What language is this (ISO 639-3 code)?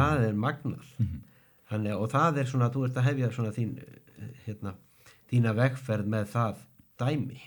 isl